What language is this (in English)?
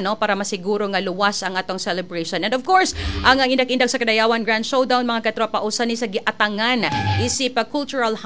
Cebuano